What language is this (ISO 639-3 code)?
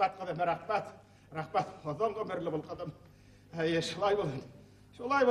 bak